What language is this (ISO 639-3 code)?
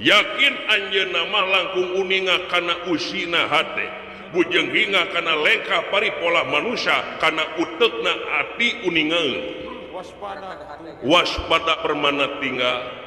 sun